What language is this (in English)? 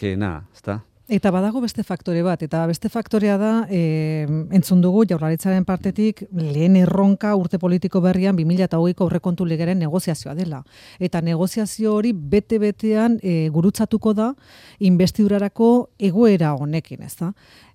Basque